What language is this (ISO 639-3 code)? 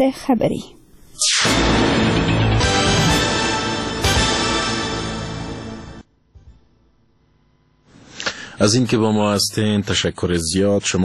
fas